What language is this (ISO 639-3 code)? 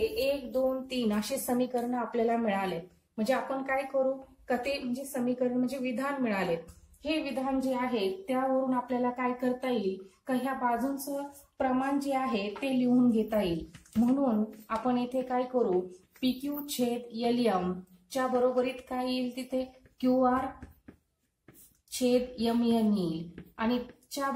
mar